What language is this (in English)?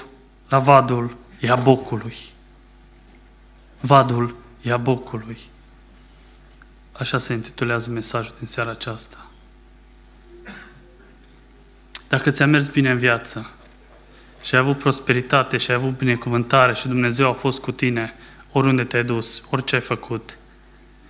Romanian